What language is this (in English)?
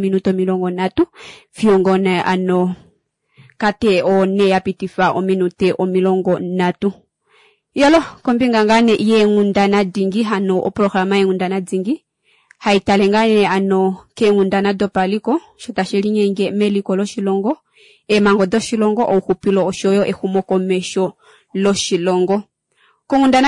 Kuanyama